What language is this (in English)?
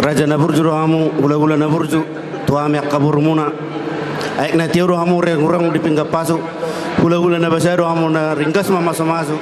Batak Toba